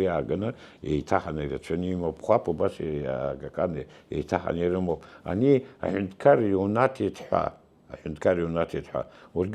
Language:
Abkhazian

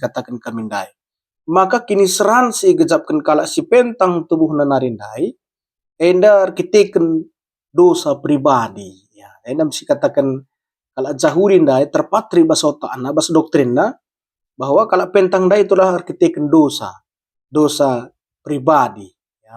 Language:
Batak Karo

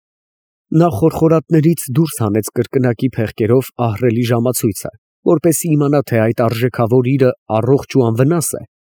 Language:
Armenian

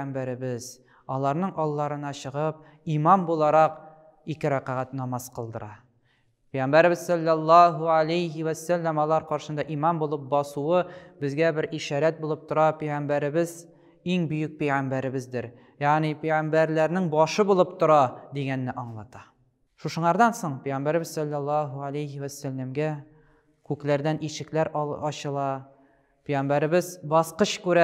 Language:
Tatar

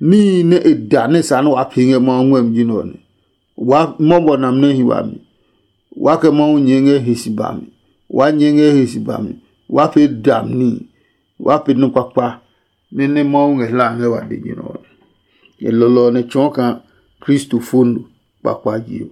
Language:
Adangme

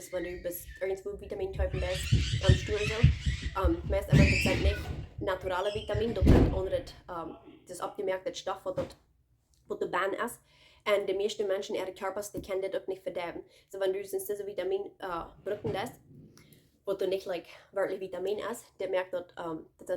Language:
Plautdietsch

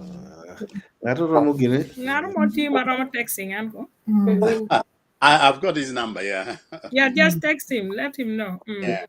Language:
Acoli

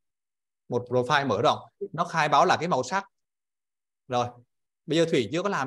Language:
Vietnamese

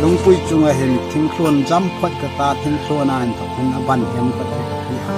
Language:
Hmar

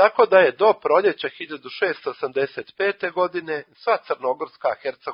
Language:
Serbian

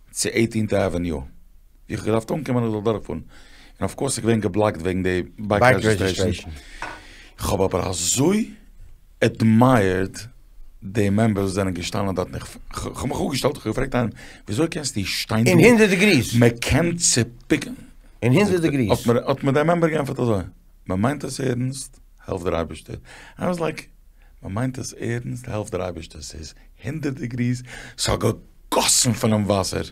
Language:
Yiddish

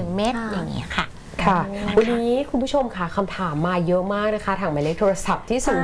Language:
Thai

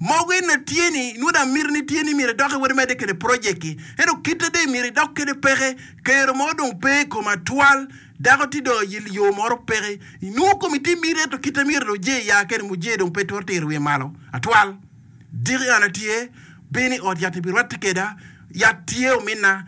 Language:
Acoli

